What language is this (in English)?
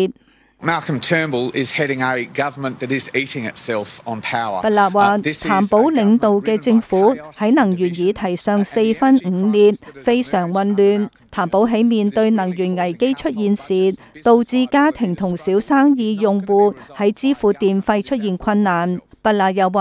Cantonese